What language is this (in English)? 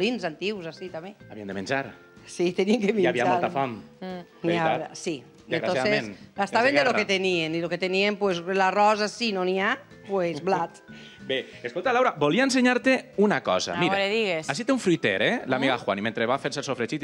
Catalan